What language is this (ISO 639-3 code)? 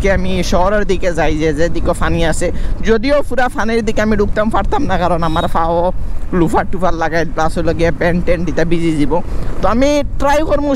syl